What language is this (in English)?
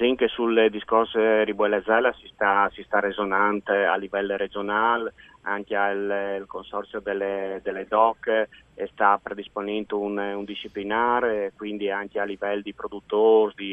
Friulian